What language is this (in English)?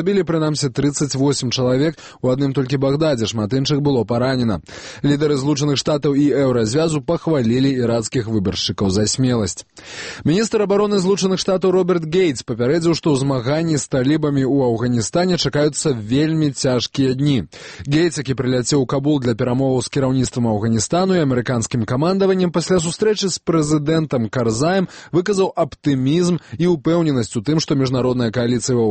Belarusian